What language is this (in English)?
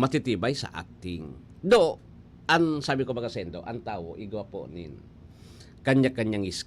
Bikol